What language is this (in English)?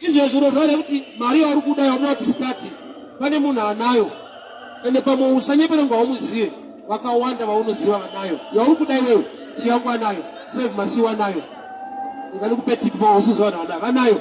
Shona